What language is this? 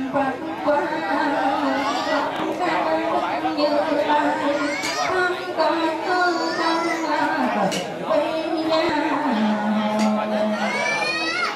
Vietnamese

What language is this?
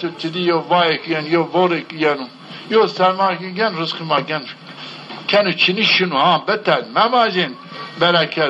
Zaza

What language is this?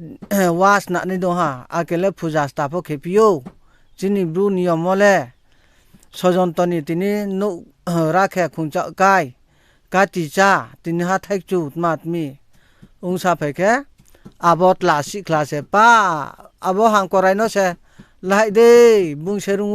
Riang (India)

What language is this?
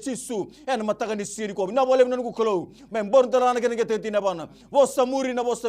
Fijian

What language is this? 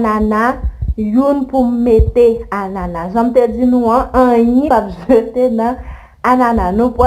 Haitian Creole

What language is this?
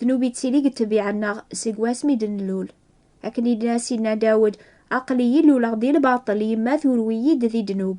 Kabyle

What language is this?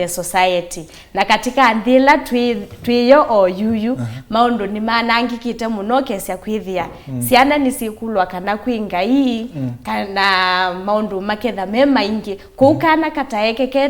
Kamba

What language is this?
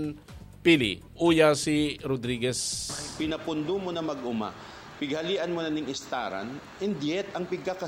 Bikol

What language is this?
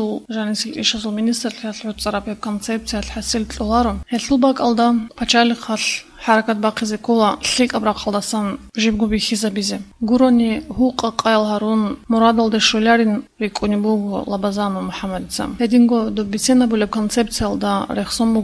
Avaric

